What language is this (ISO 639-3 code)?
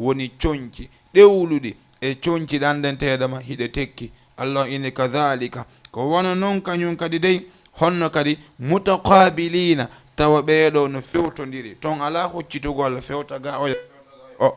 ful